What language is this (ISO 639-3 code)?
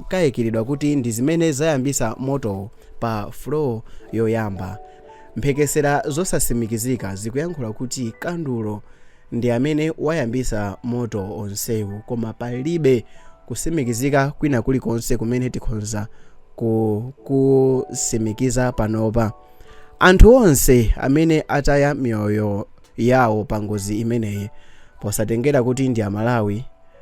nya